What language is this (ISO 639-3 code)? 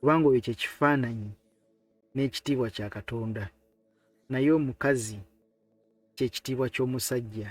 lug